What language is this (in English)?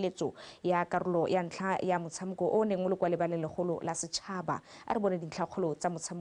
Tswana